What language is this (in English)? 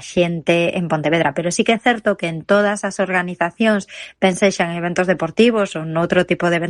Galician